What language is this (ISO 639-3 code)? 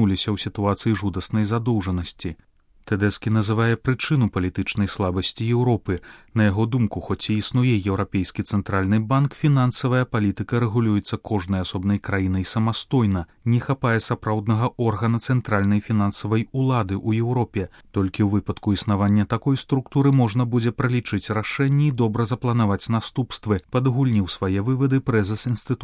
bel